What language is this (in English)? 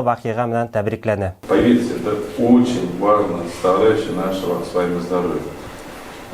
Bashkir